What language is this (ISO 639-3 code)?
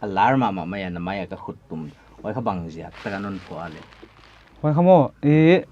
pck